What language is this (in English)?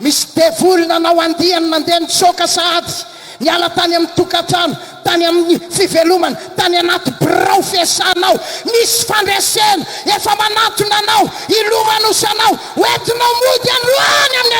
Malagasy